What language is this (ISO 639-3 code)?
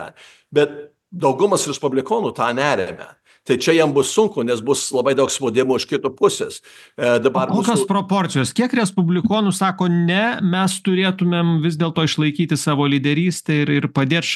lit